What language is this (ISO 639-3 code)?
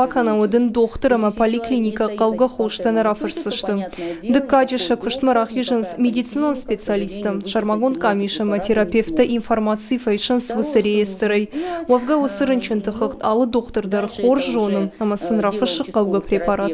oss